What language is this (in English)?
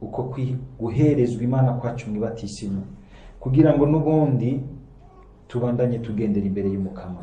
Rundi